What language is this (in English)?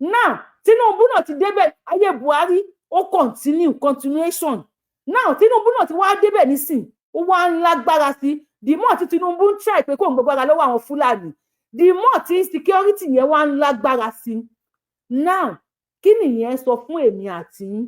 Yoruba